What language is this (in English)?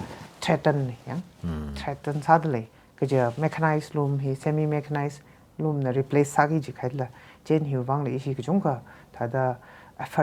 Tangkhul Naga (India)